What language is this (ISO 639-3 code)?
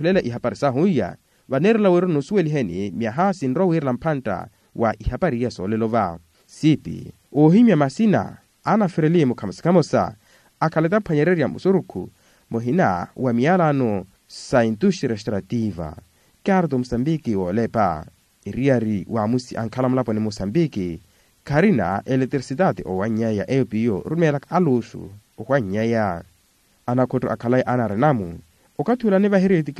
vmw